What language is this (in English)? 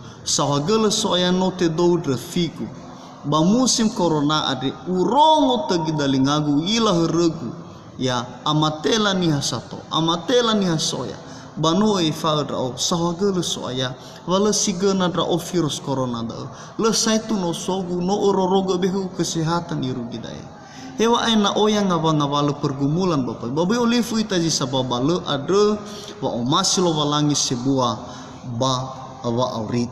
Nias